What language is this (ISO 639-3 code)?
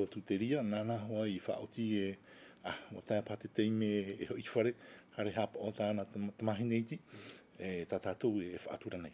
tah